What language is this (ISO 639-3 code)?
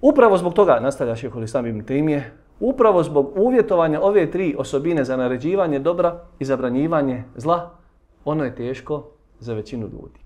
bos